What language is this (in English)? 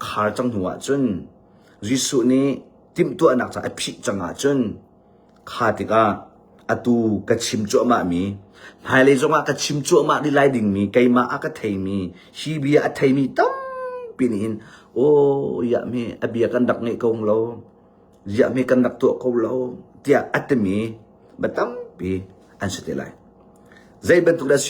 Hakha Chin